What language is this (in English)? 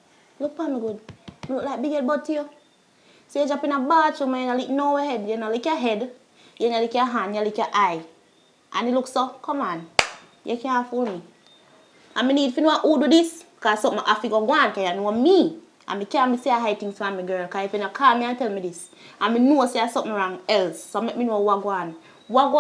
Jamaican Creole English